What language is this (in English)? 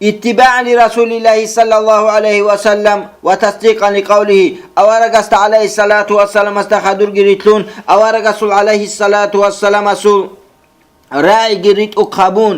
Avaric